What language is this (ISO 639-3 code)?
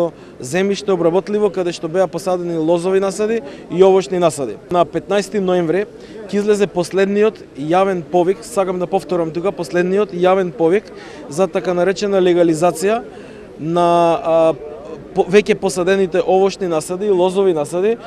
mkd